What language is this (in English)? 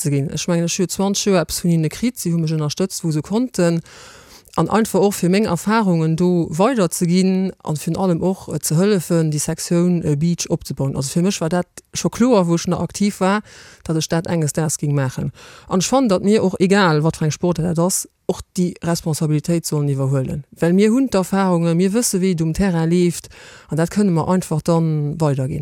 Luxembourgish